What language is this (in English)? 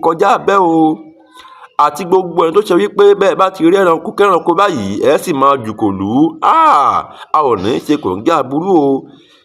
Yoruba